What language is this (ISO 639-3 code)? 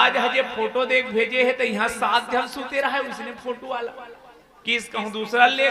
hne